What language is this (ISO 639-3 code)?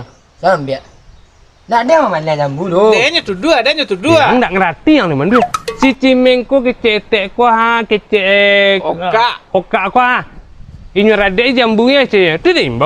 min